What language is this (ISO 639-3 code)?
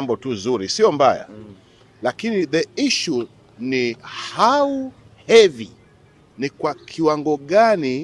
swa